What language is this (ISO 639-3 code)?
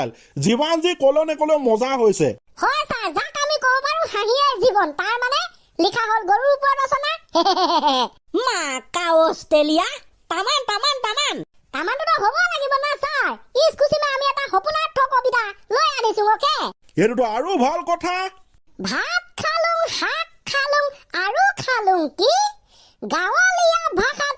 asm